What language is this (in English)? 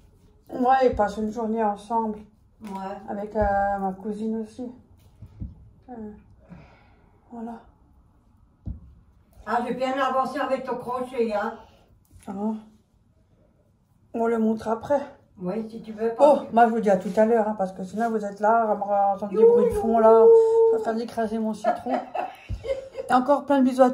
French